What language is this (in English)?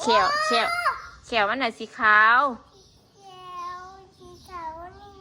Northeastern Thai